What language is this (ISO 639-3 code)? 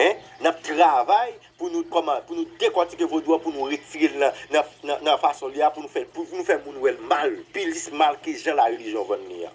hat